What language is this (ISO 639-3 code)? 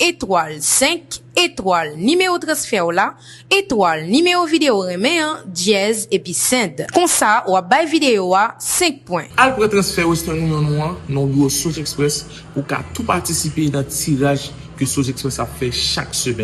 hat